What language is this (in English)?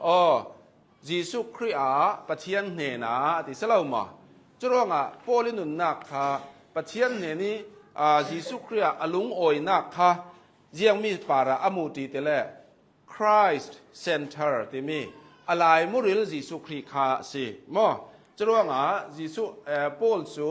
Hakha Chin